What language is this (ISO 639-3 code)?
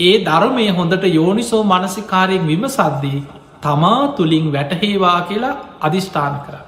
sin